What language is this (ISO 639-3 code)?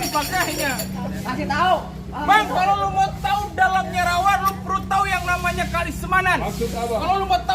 bew